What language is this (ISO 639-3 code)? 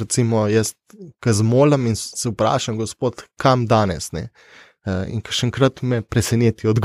slv